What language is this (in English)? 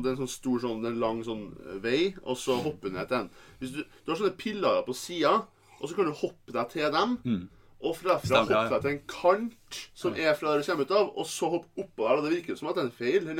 Norwegian